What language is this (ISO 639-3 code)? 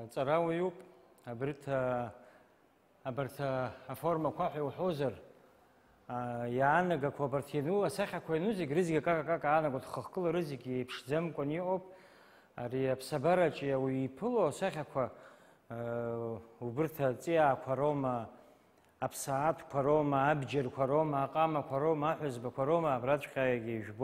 abk